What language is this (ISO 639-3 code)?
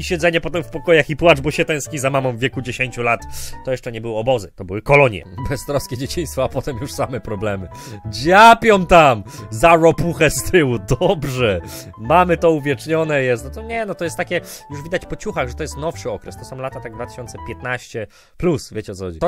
pol